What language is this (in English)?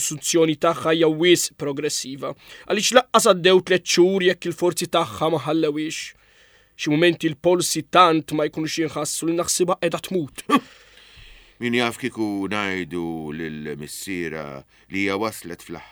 Maltese